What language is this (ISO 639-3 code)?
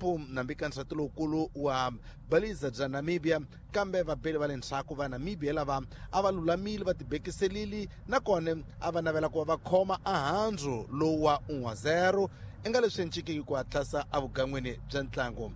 tso